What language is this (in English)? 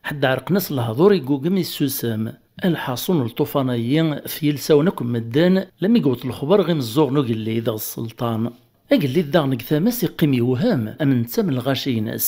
Kabyle